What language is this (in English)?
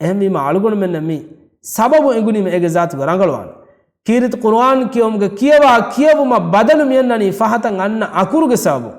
Divehi